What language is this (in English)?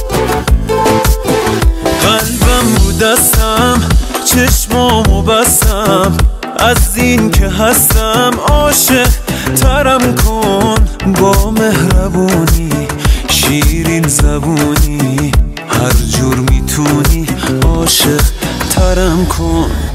Persian